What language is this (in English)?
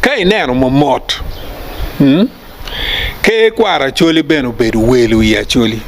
Acoli